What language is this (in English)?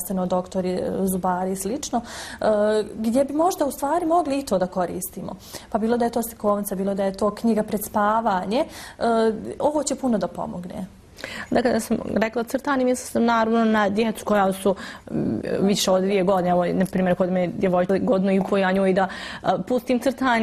Bosnian